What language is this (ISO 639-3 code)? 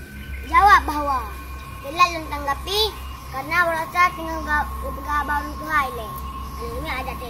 ace